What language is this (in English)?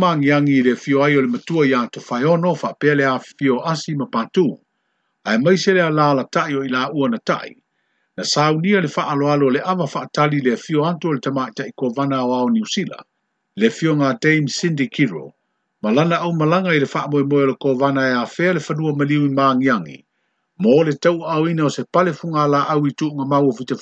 Samoan